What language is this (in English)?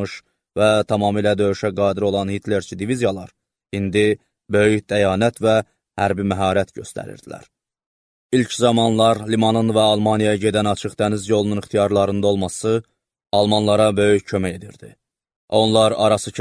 Azerbaijani